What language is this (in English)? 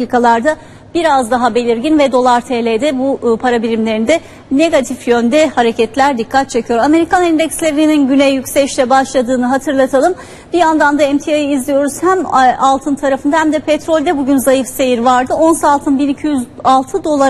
Turkish